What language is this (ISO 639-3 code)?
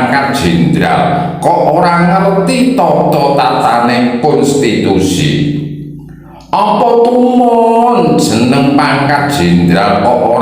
jav